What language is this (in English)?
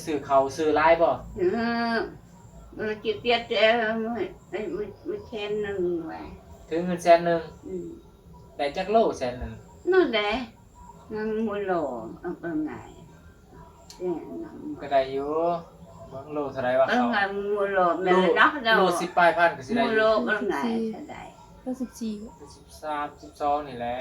Northeastern Thai